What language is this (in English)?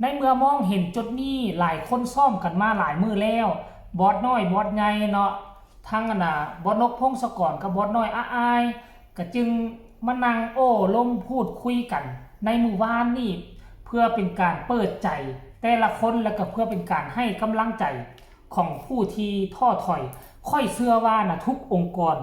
Northeastern Thai